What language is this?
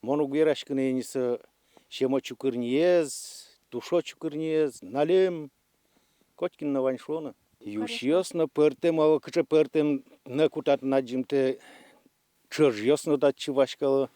Udmurt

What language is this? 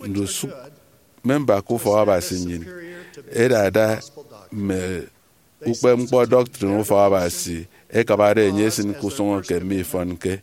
Efik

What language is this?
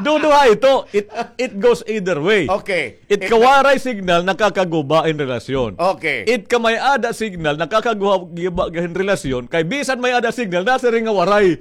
Waray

